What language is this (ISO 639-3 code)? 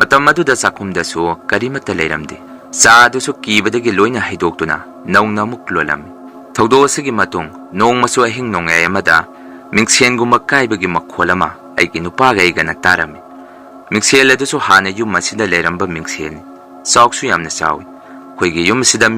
mni